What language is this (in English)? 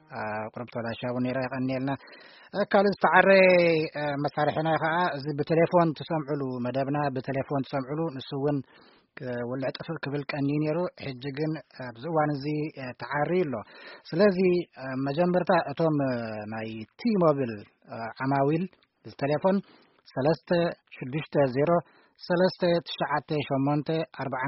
Tigrinya